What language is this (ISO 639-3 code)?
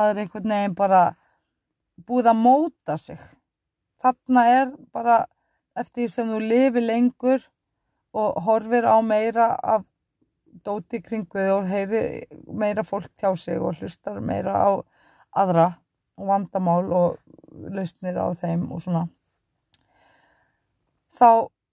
isl